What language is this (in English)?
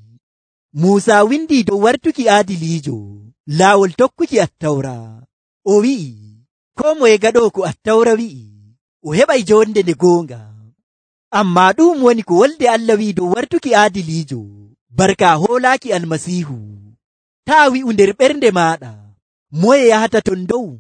Nigerian Fulfulde